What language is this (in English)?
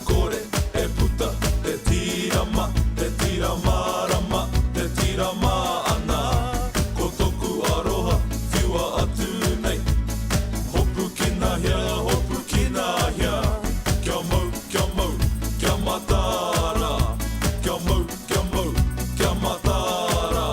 Māori